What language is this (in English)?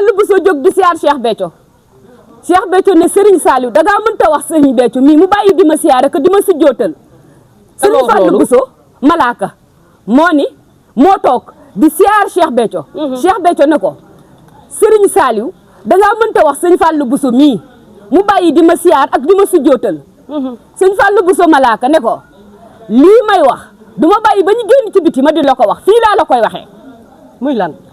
Wolof